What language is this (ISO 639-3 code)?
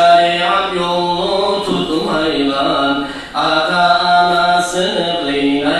kum